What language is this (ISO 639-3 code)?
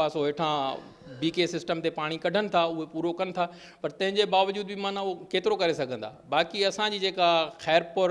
snd